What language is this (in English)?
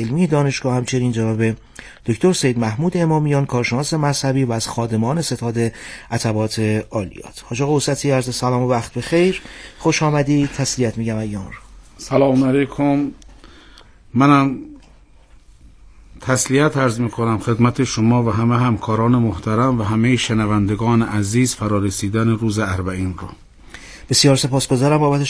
Persian